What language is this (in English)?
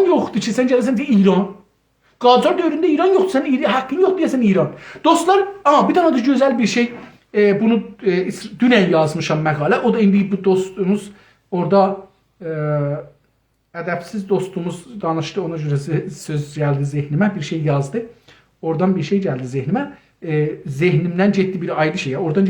South Azerbaijani